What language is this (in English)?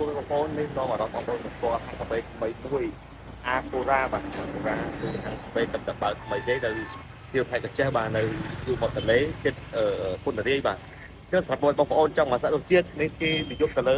Khmer